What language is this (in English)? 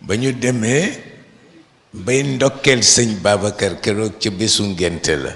Wolof